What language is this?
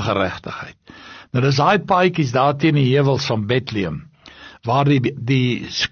Afrikaans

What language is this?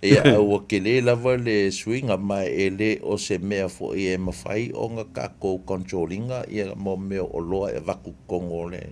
Samoan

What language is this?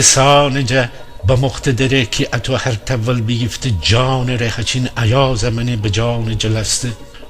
Gilaki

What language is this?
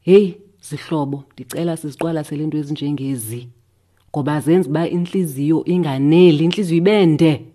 Xhosa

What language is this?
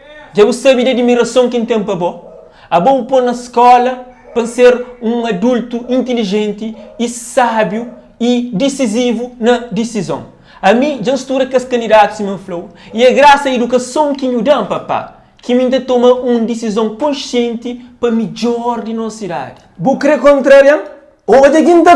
Kabuverdianu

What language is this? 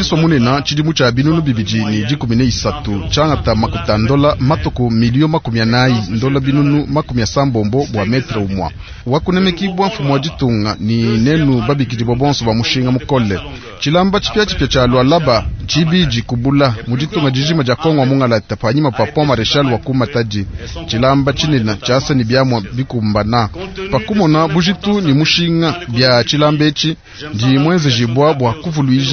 Luba-Lulua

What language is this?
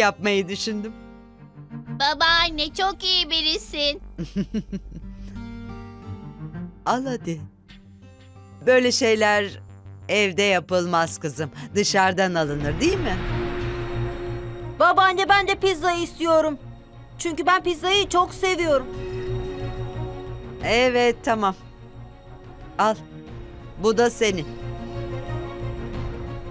Turkish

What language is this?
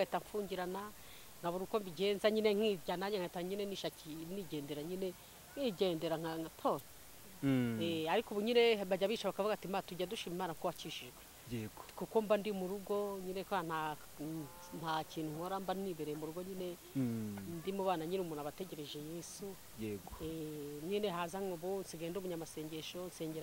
Kinyarwanda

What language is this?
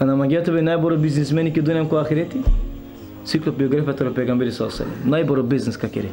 Balkan Romani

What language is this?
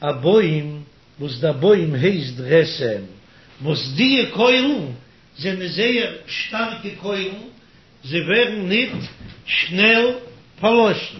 Yiddish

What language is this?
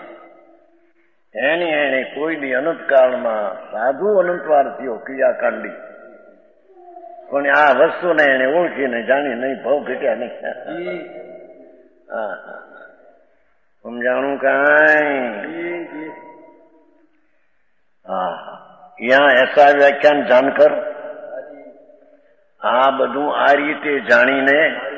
Gujarati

